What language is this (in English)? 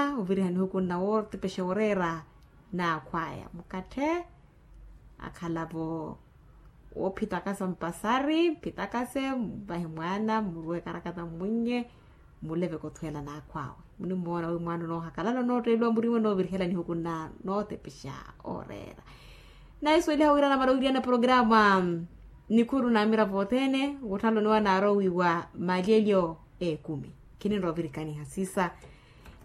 Makhuwa